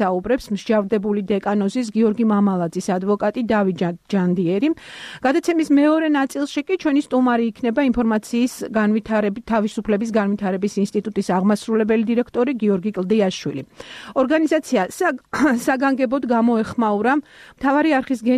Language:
Georgian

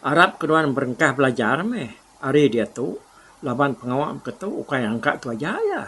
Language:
Iban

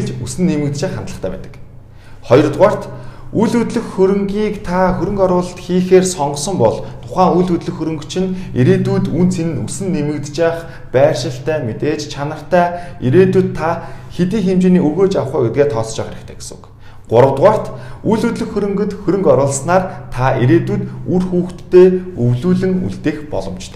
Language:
Mongolian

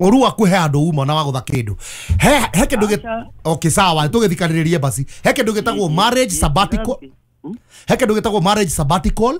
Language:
Kikuyu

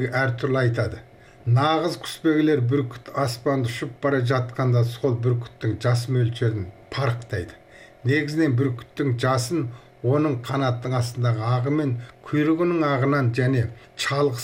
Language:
Kazakh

